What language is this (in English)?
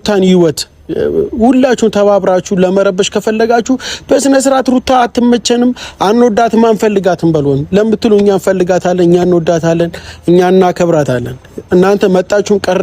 Amharic